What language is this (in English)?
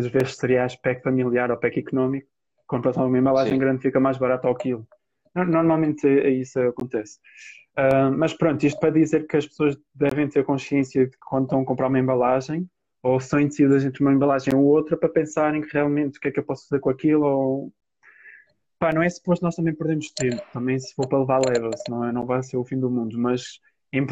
Portuguese